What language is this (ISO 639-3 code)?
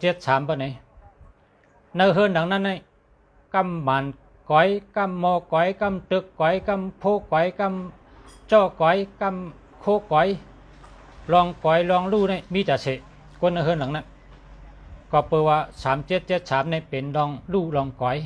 shn